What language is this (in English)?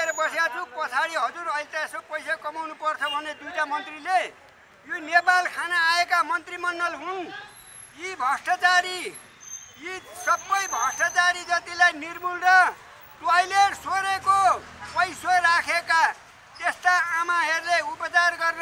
Nepali